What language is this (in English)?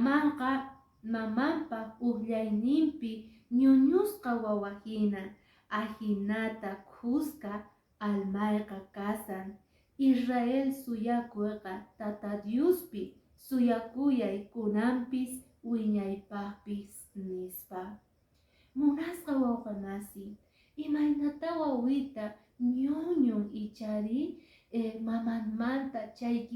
Quechua